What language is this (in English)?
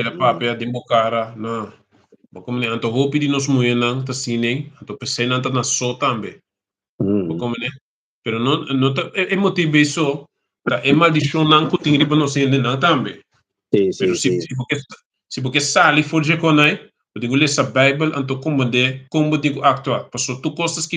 Papiamento